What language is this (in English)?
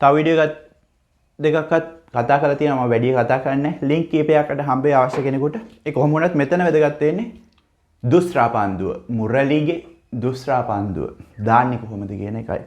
Sinhala